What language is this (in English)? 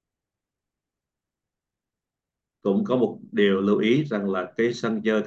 Vietnamese